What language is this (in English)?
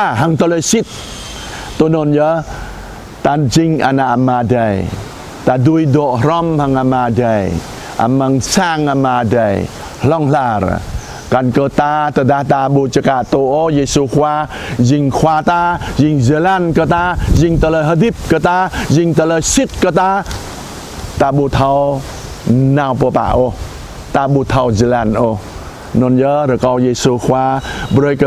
Jarai